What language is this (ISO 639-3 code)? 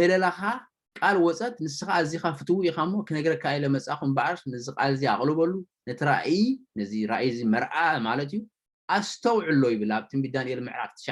tir